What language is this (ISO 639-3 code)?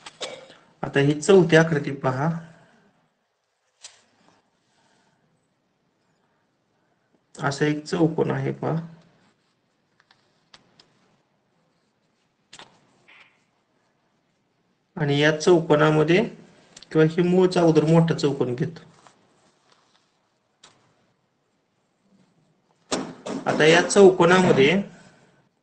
mar